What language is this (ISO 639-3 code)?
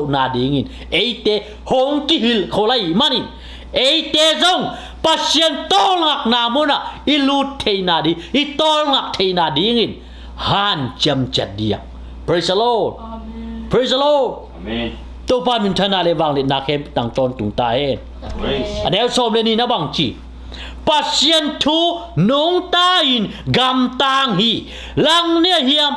ctd